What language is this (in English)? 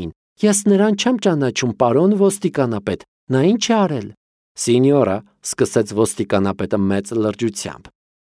Armenian